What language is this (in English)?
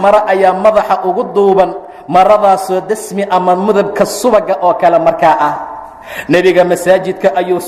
Somali